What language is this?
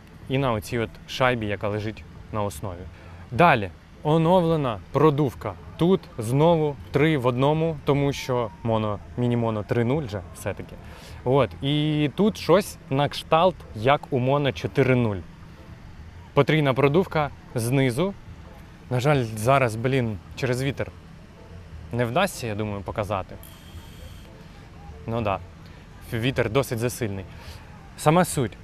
Ukrainian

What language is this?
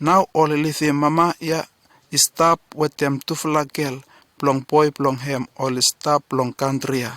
Bislama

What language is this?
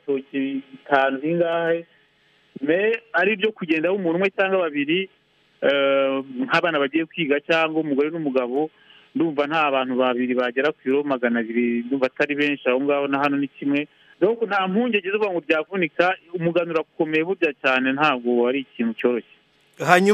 Kinyarwanda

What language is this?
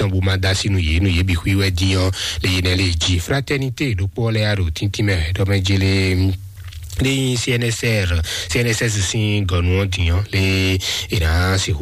Fon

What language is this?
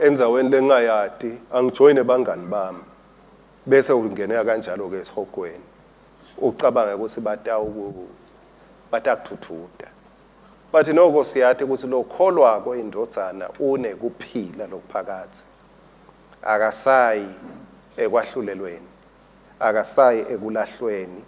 Swati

